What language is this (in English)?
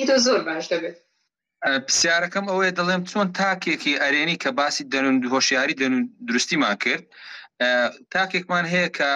Central Kurdish